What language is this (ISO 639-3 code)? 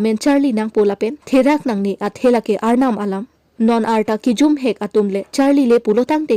mjw